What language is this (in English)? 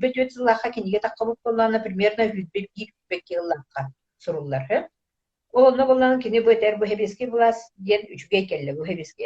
Yakut